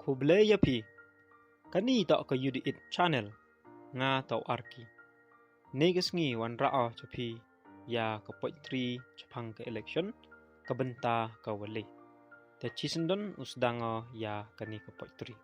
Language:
Pnar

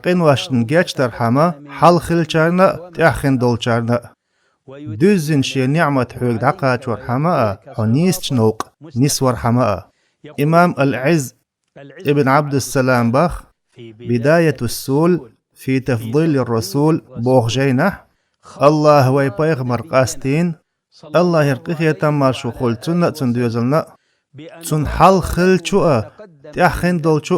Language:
Chechen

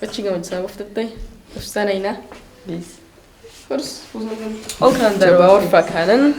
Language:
Ossetic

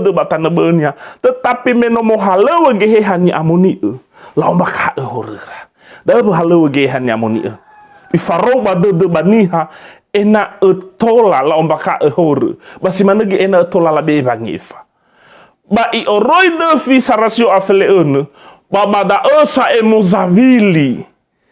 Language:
Nias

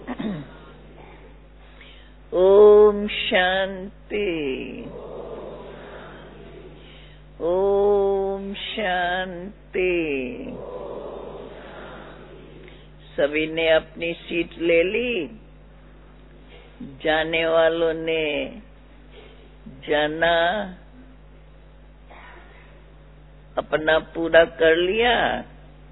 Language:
Hindi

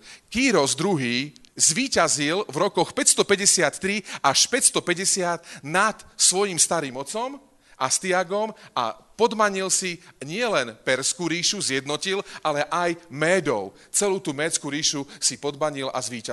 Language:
Slovak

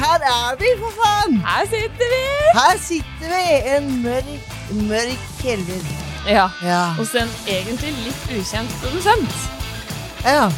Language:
Norwegian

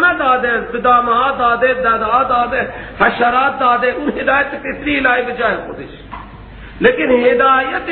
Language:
Persian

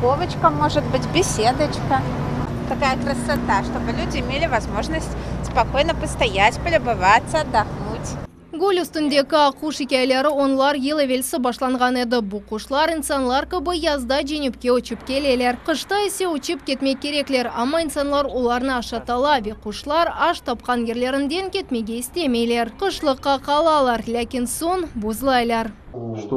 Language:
Crimean Tatar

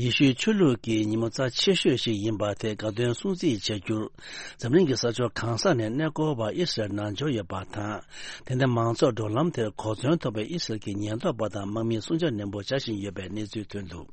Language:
Tibetan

